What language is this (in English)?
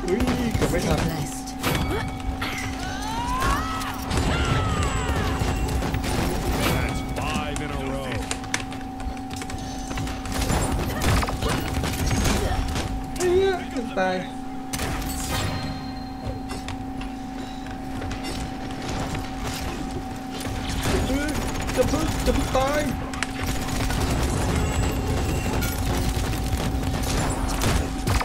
Thai